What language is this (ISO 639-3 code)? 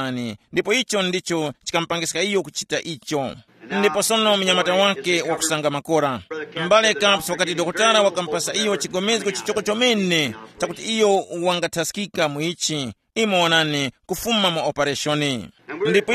tum